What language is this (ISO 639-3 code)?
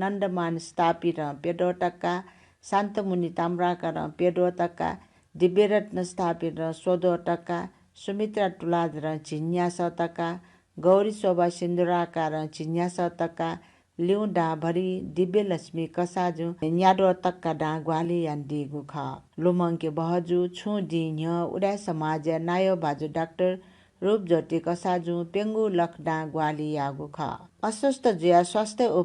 new